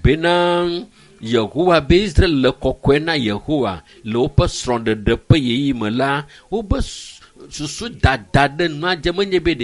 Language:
Ewe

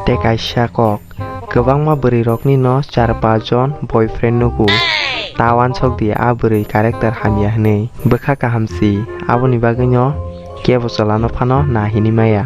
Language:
Kok Borok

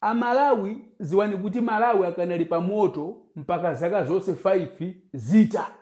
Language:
Nyanja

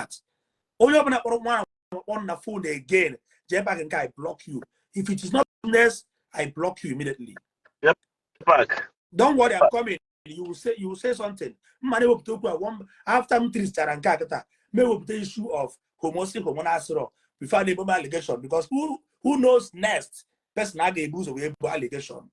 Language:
Igbo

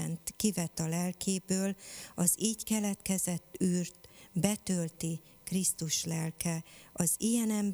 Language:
Hungarian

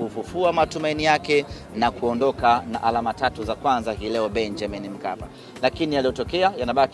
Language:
Swahili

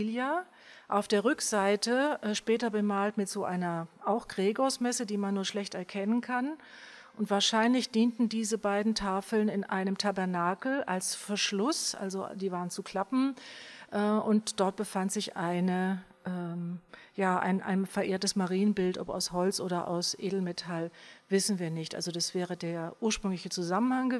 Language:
German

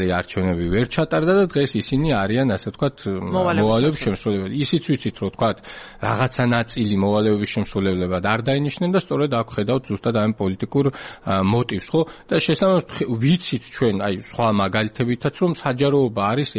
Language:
Georgian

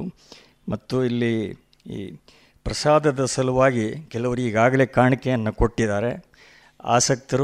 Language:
Kannada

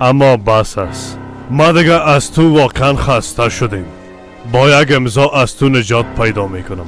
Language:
Persian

